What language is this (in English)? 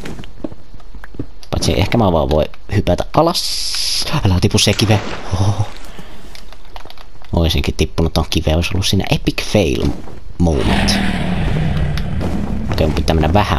Finnish